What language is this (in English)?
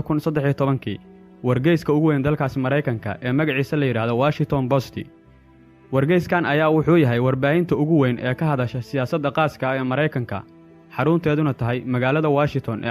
Somali